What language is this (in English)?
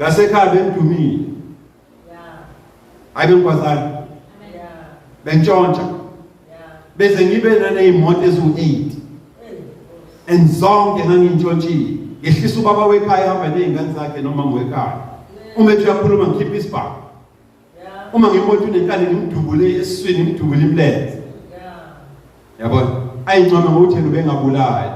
Zulu